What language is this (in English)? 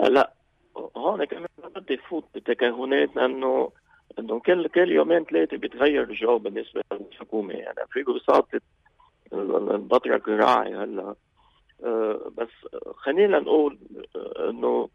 North Levantine Arabic